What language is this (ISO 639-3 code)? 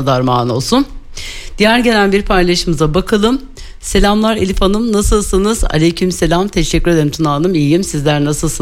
tur